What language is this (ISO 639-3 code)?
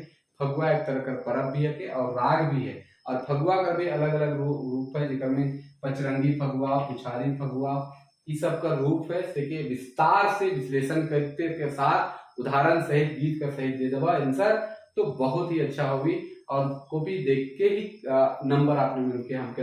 sck